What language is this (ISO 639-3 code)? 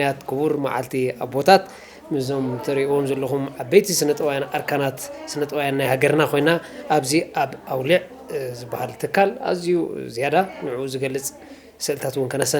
tir